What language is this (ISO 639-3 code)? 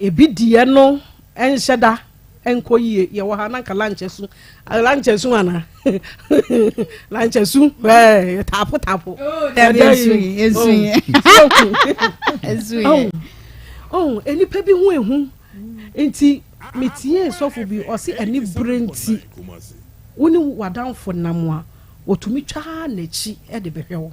aka